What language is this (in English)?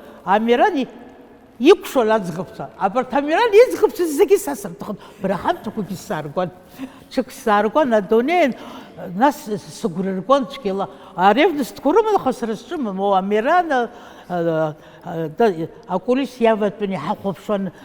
Abkhazian